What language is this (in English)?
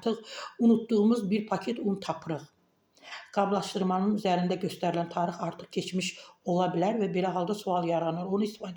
Azerbaijani